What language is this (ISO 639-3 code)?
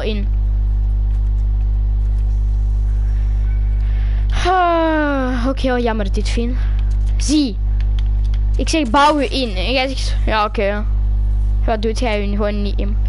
nld